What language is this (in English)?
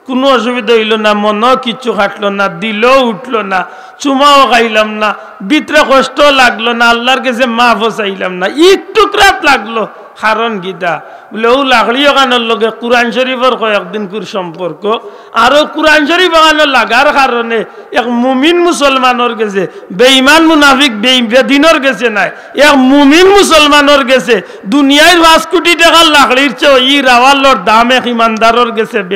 Sylheti